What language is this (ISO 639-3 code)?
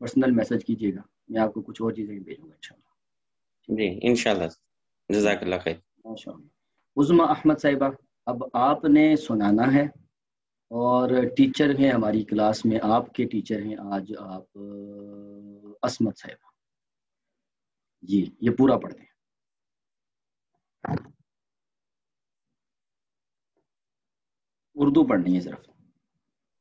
urd